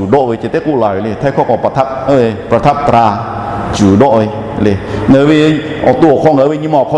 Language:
Lahu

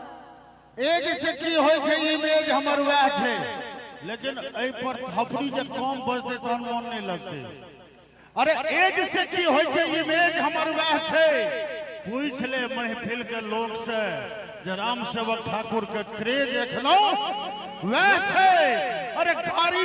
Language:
Maithili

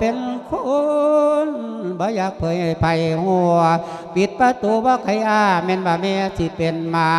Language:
Lao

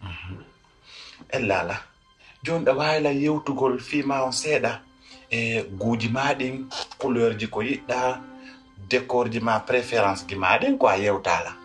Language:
Pular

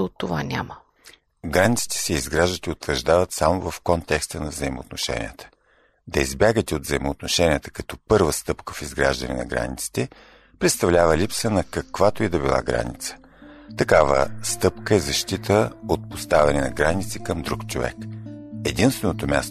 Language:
Bulgarian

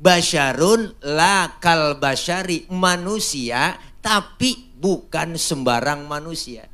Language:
Betawi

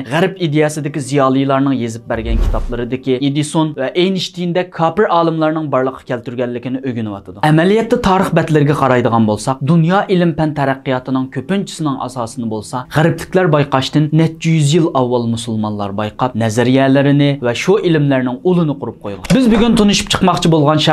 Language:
Uyghur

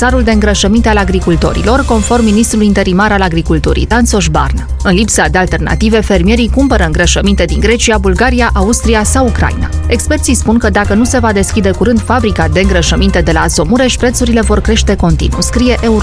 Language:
Romanian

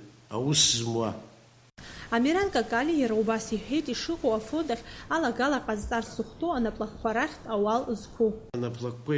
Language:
Abkhazian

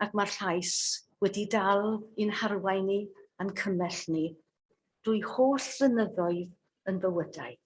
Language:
Welsh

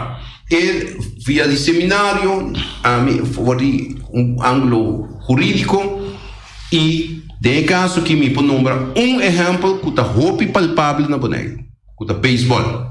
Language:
Papiamento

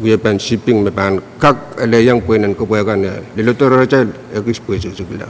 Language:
Pohnpeian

